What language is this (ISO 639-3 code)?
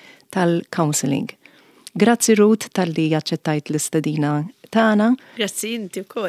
mlt